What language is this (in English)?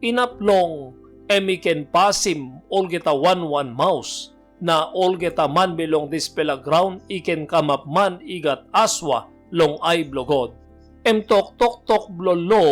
Tok Pisin